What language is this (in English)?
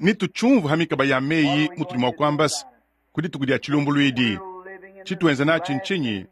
Luba-Lulua